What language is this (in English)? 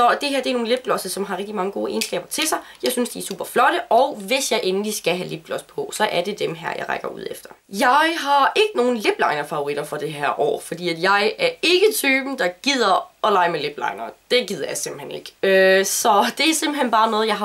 Danish